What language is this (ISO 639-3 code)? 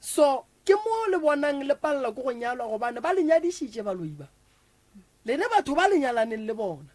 nso